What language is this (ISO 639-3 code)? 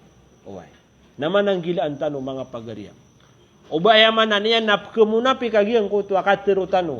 mrw